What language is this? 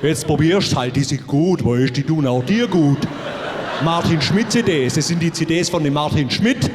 Bavarian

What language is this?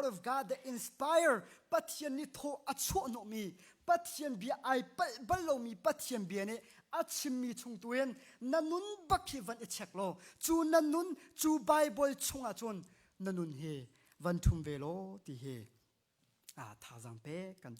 Hakha Chin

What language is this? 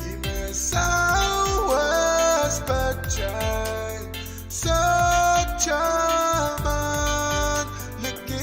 Pohnpeian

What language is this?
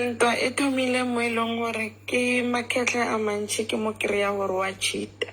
Southern Sotho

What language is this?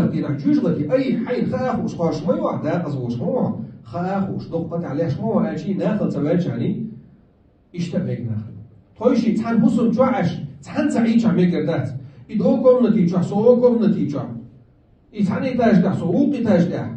Chechen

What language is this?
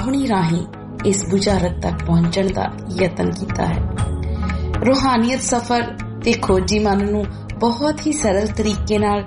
Punjabi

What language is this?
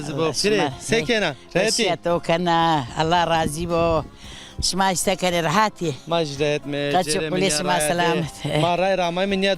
Zaza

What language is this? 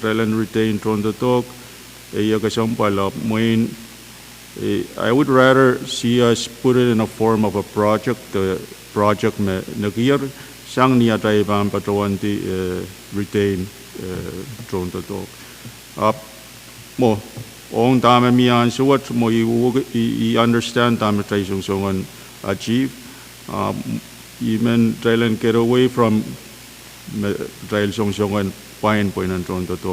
Pohnpeian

